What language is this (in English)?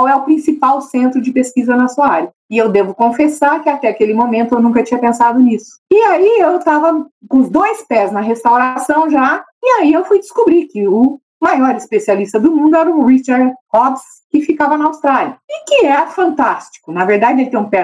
Portuguese